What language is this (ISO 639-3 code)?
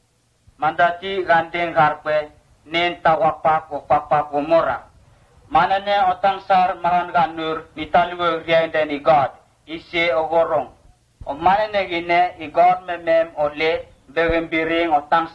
msn